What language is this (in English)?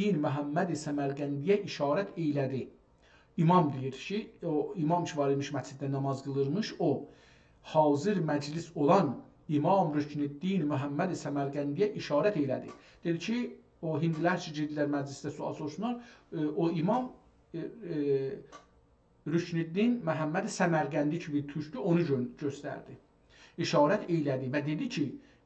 South Azerbaijani